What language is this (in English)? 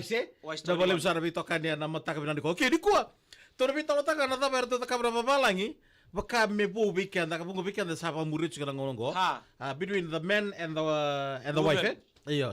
Fijian